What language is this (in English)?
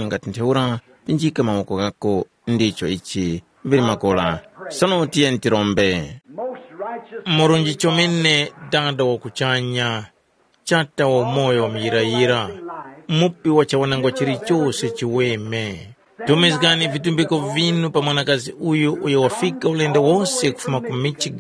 Tumbuka